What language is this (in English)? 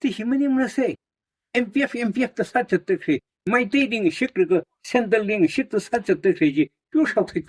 Tangkhul Naga (India)